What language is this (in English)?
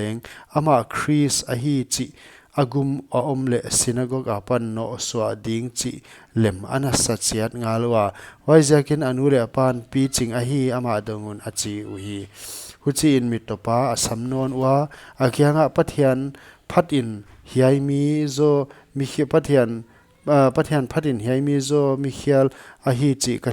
Paite Chin